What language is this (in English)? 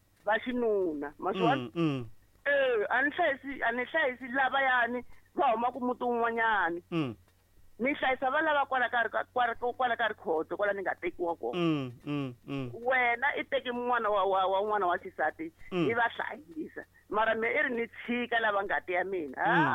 Tsonga